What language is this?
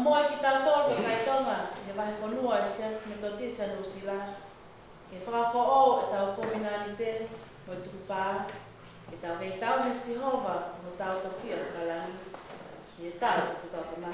Tongan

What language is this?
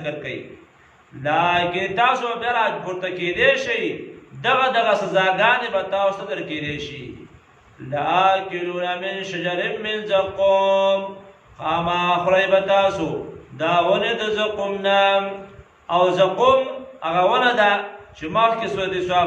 Pashto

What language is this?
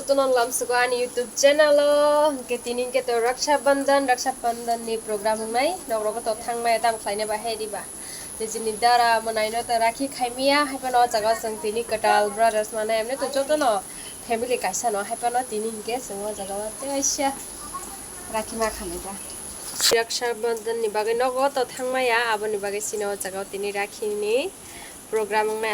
Kok Borok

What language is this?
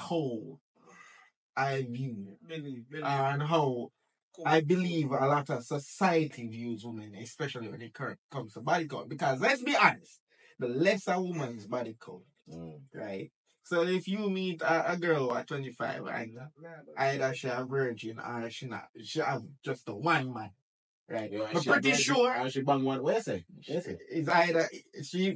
Jamaican Creole English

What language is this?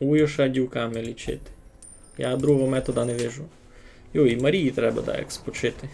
Rusyn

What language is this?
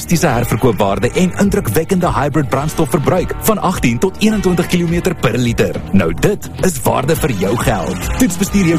Afrikaans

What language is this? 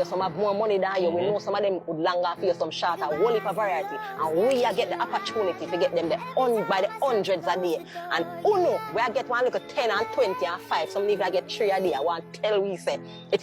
Jamaican Creole English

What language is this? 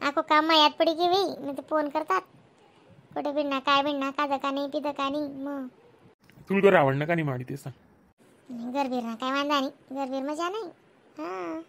Khandesi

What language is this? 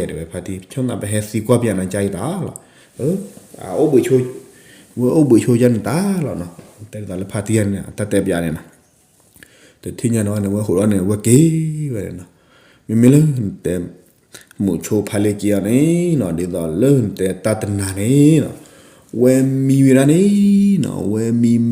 S'gaw Karen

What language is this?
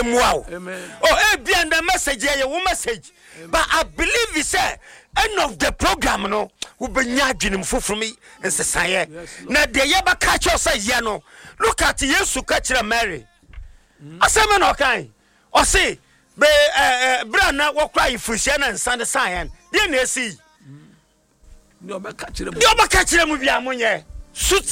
Akan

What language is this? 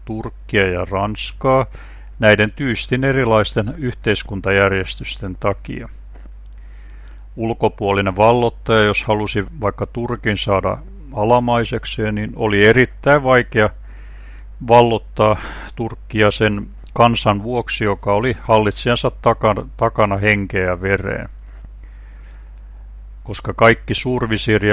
Finnish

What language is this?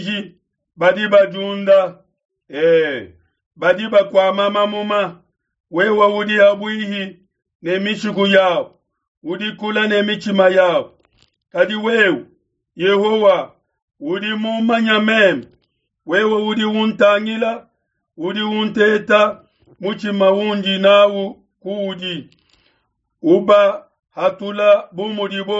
Luba-Lulua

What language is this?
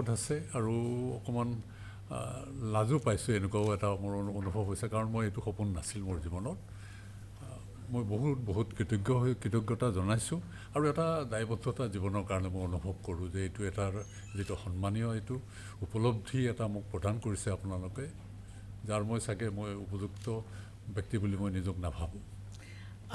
Assamese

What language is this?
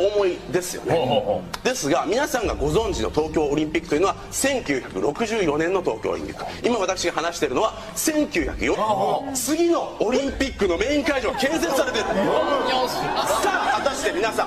Japanese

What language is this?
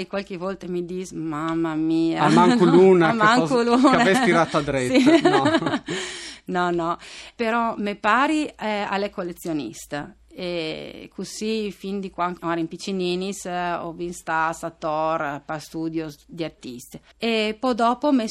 Friulian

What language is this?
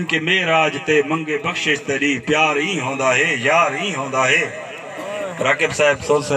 Saraiki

